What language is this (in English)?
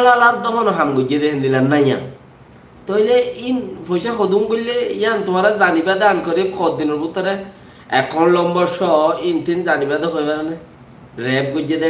Rohingya